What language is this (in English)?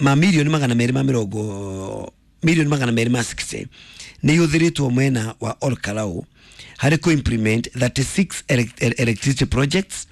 Kikuyu